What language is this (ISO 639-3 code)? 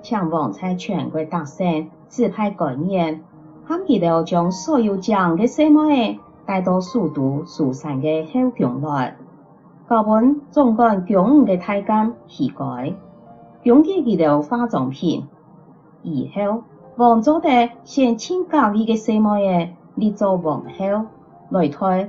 hak